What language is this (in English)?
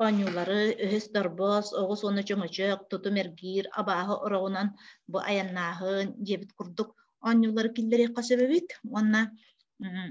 Yakut